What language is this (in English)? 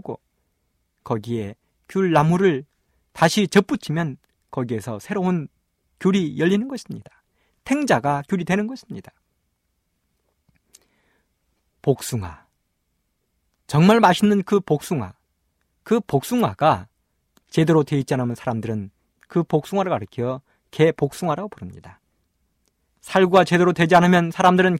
Korean